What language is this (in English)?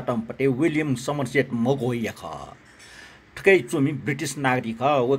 Newari